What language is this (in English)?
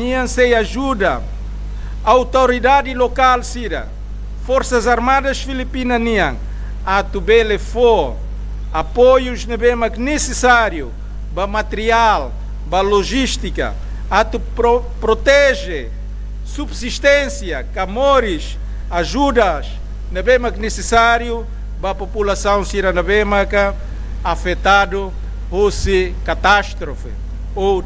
Tetum